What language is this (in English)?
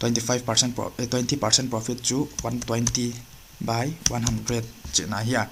Paite Chin